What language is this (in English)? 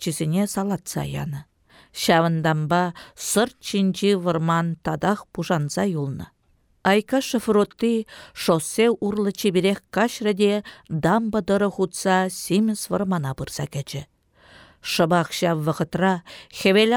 Chuvash